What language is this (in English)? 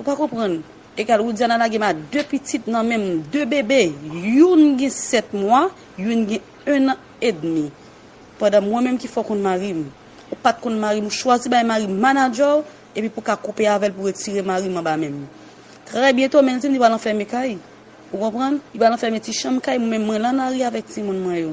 Haitian Creole